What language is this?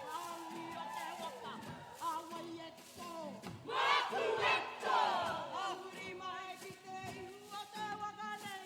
Māori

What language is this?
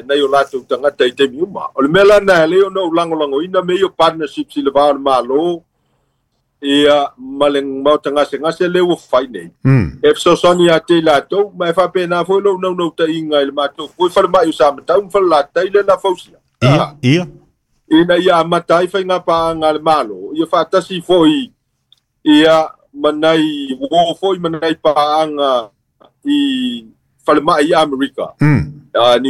Samoan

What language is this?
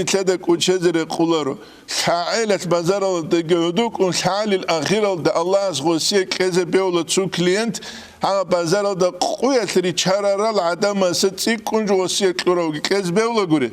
Avaric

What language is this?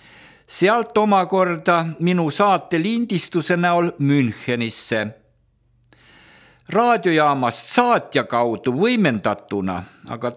Estonian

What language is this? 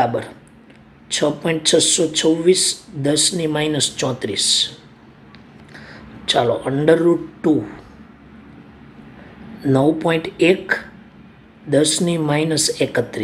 Gujarati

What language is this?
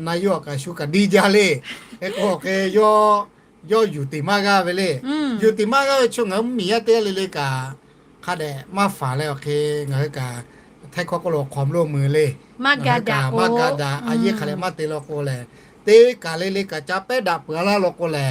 Lahu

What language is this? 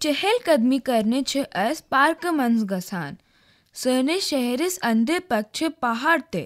Kashmiri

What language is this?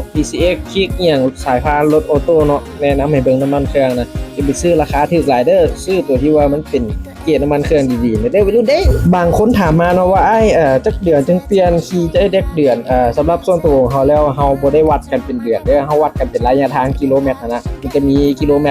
Lao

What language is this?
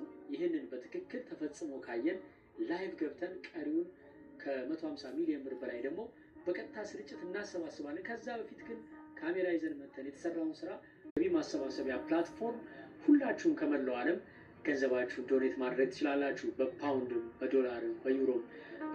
Amharic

